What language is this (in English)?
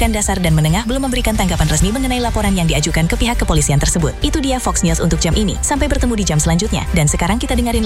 Indonesian